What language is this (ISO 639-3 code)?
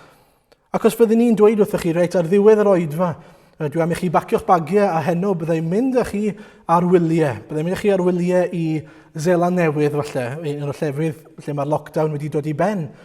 cym